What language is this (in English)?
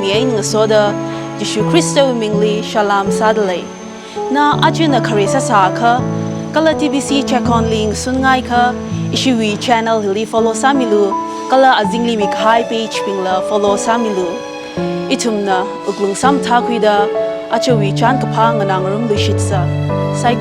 Tangkhul Naga (India)